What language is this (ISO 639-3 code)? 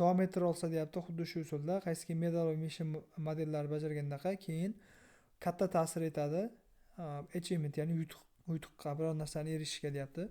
uzb